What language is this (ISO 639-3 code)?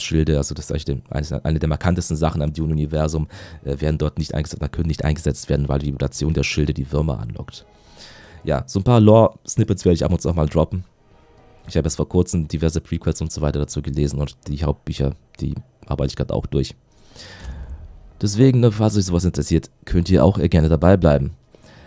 deu